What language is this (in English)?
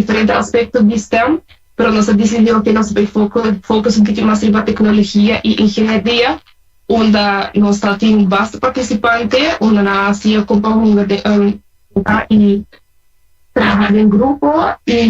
Papiamento